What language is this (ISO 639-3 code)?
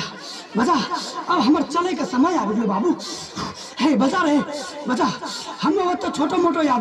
mai